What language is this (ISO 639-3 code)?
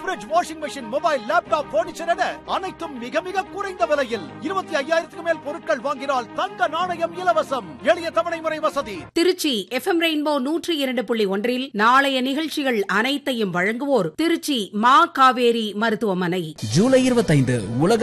tam